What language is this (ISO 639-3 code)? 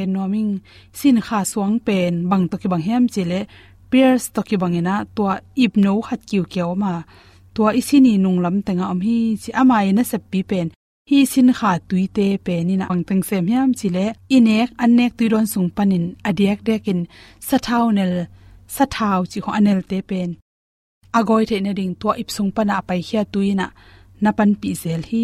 ctd